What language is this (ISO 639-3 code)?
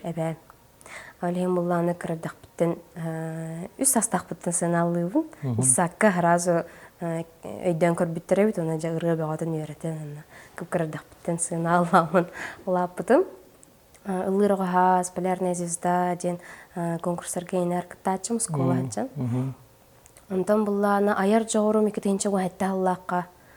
sah